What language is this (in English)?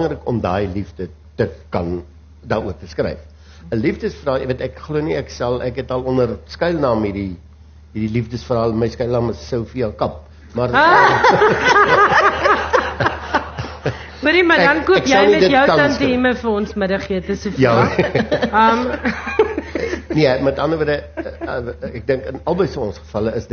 Afrikaans